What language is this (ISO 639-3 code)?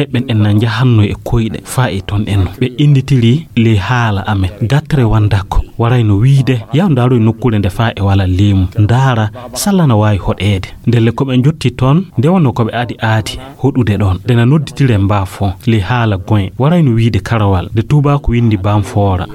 ful